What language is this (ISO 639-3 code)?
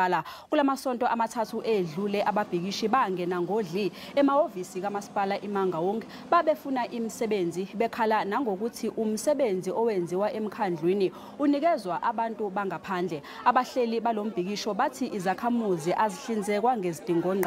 zul